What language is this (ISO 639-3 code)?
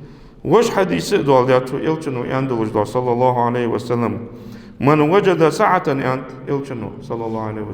inh